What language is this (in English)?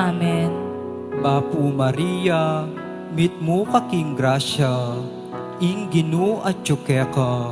Pampanga